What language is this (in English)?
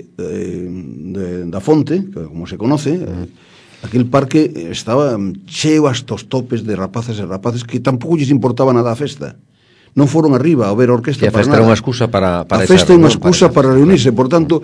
Galician